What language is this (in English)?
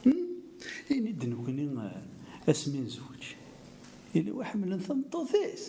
Kabyle